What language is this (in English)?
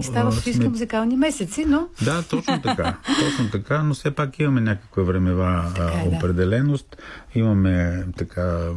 Bulgarian